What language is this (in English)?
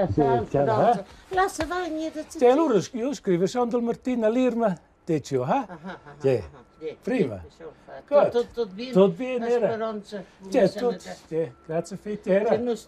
Romansh